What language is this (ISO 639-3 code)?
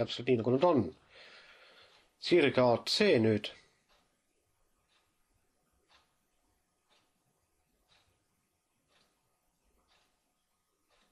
est